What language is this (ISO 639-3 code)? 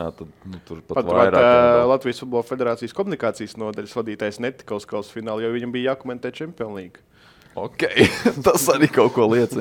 lav